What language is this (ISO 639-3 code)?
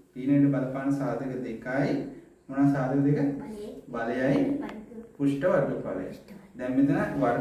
sin